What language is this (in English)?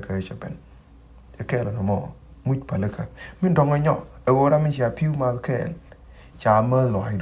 Nuer